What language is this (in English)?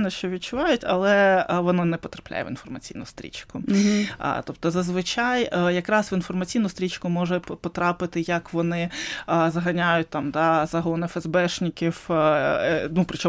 Ukrainian